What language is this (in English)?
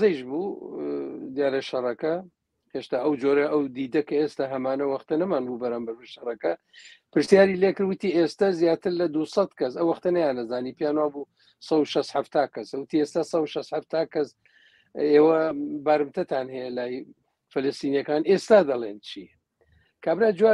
Central Kurdish